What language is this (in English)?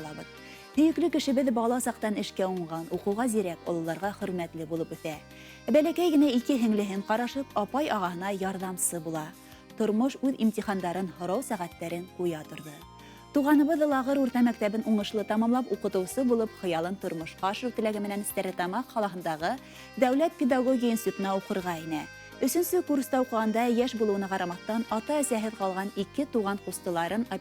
Bashkir